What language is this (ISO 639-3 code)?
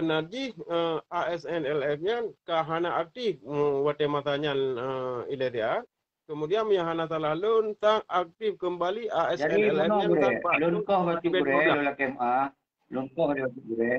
ace